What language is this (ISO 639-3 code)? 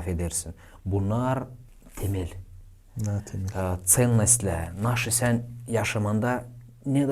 gag